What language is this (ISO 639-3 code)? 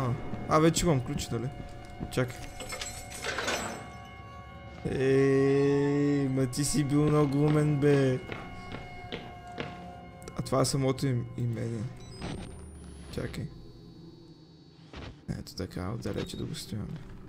bul